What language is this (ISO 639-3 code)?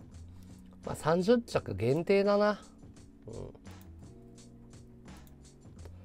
jpn